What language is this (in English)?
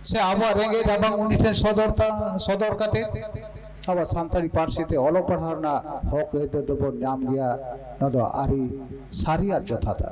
Santali